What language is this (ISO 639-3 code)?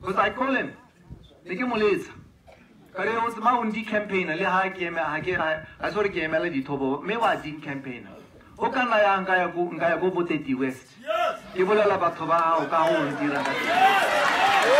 tsn